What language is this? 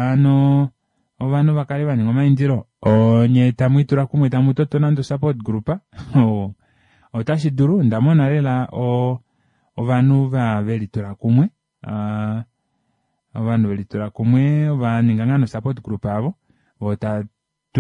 Kuanyama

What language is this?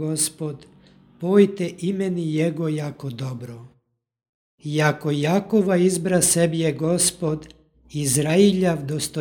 Church Slavic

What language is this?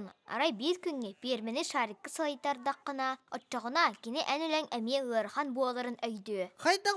Yakut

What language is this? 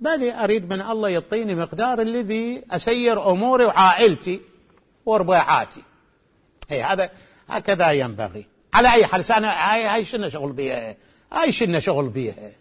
Mesopotamian Arabic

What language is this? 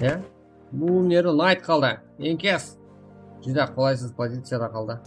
Kara-Kalpak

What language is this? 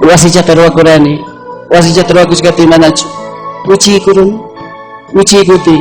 Ayacucho Quechua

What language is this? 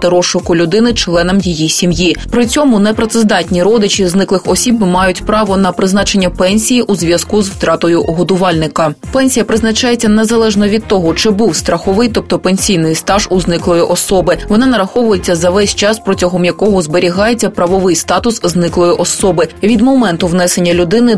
Ukrainian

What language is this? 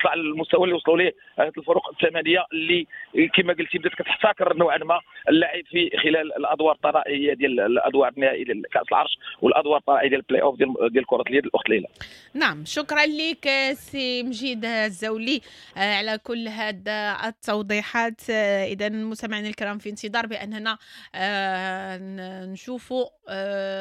Moroccan Arabic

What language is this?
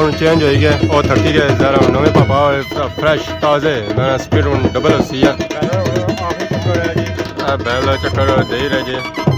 Pahari-Potwari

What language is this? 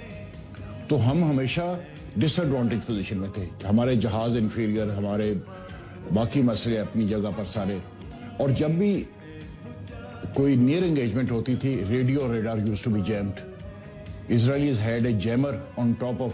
Urdu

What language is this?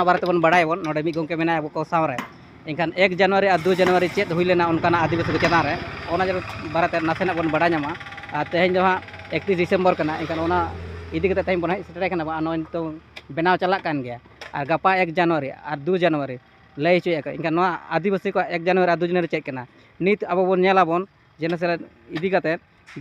Santali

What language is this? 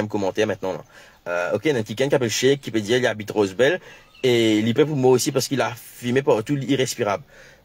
Morisyen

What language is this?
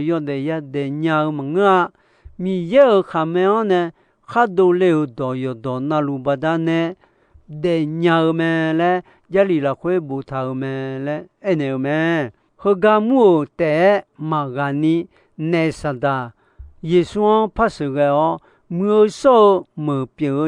Akha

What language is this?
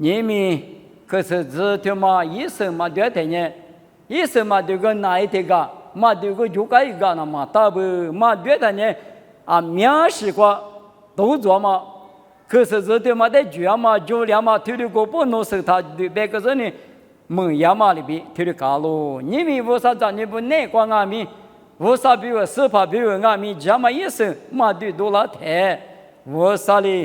Lisu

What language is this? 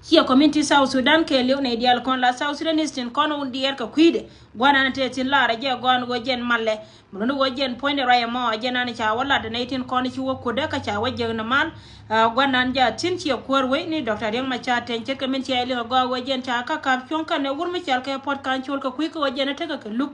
Nuer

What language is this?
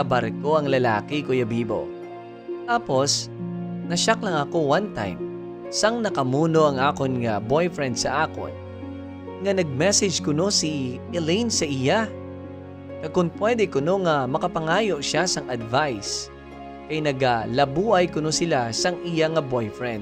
Hiligaynon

